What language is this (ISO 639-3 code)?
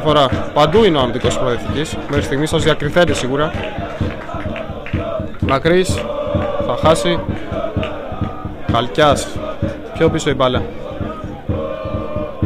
ell